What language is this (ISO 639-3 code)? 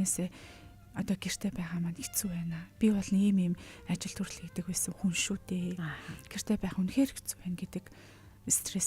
mon